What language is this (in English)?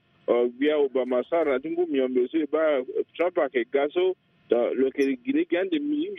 Sango